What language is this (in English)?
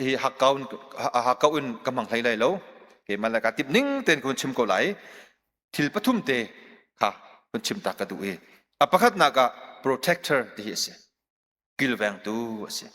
Hakha Chin